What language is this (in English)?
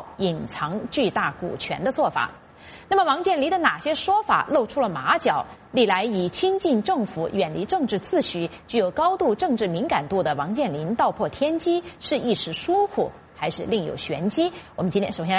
Chinese